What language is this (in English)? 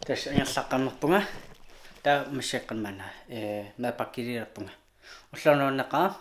Kalaallisut